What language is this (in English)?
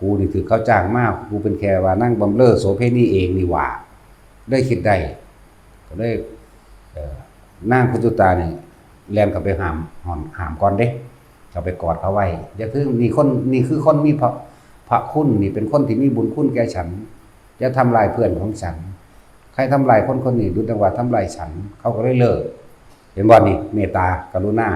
Northeastern Thai